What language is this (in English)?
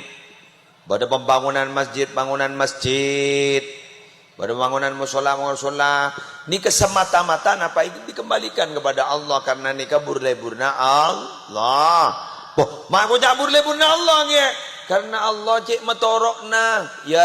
Madurese